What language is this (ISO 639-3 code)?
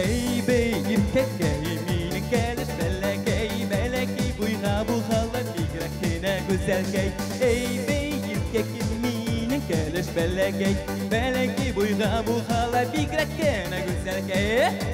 bak